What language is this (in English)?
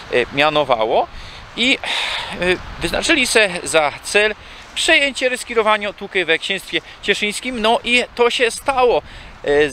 Silesian